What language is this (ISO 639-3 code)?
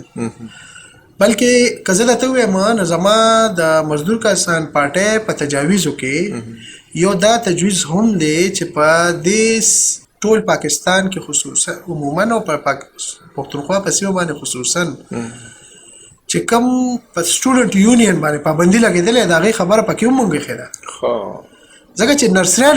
pus